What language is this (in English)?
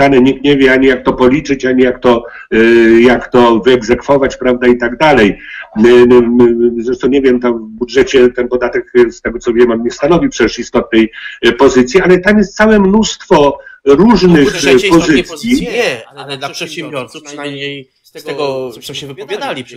Polish